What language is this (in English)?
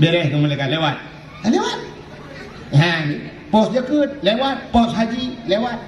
Achinese